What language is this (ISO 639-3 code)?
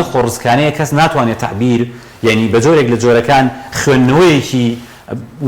ckb